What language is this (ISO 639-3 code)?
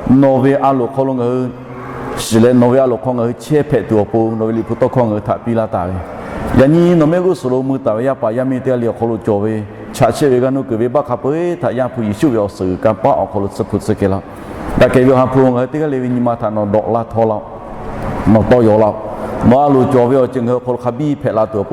lhu